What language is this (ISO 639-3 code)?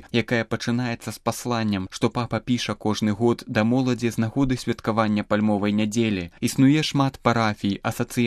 bel